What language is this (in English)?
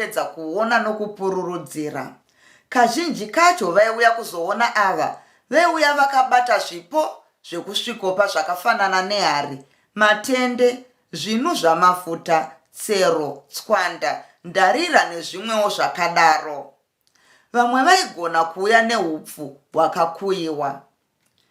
Shona